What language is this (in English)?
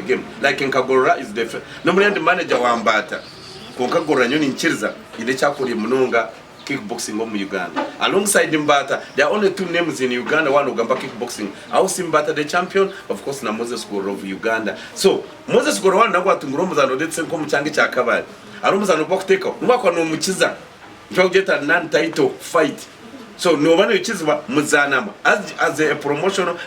Nyankole